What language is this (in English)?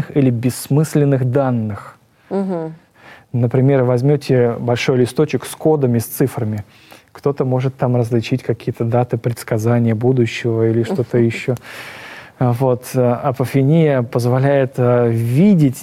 Russian